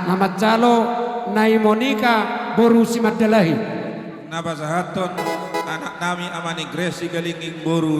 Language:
Batak Toba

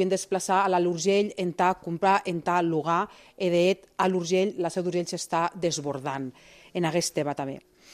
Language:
Catalan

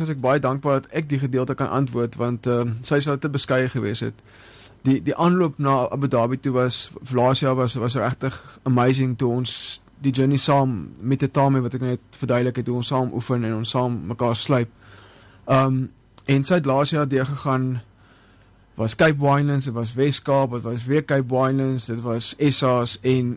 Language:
Afrikaans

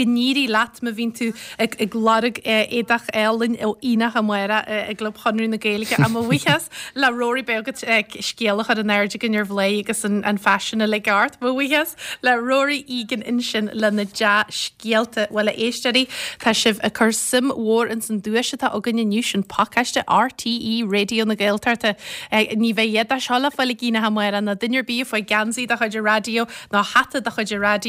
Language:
Irish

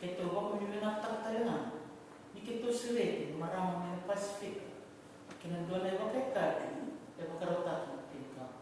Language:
Fijian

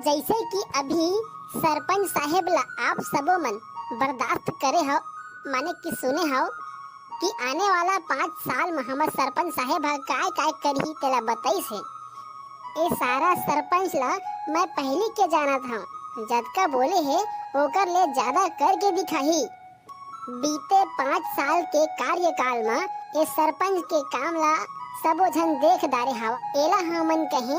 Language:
Chhattisgarhi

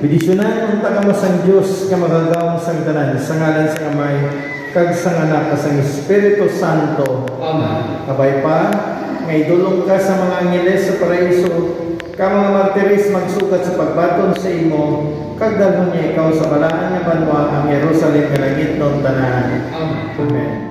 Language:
Hiligaynon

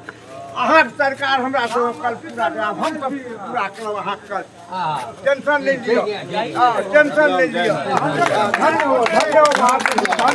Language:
Maithili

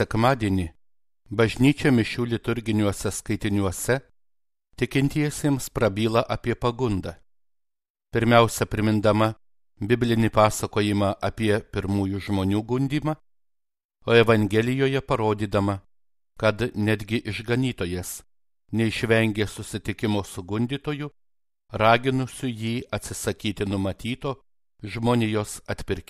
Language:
Lithuanian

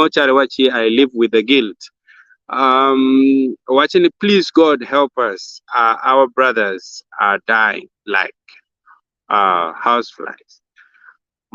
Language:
Acoli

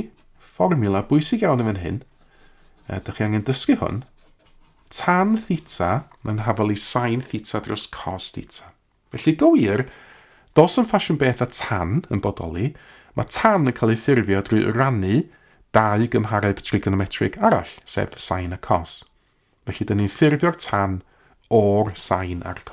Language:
Welsh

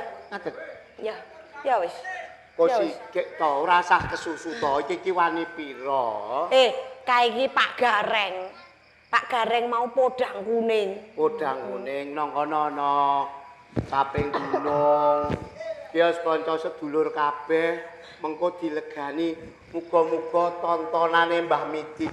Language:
Javanese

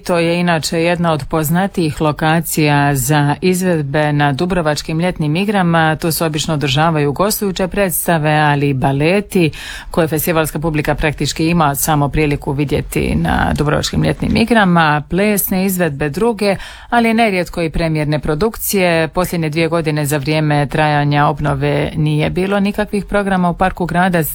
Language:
Croatian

